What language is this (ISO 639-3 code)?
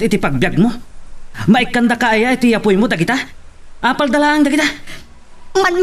ilo